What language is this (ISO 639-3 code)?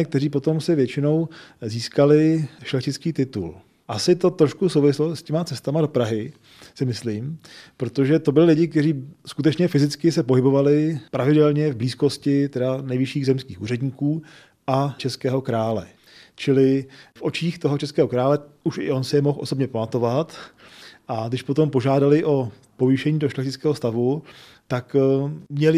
ces